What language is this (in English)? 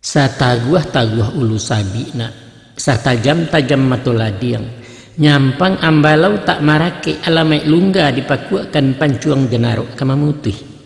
Minangkabau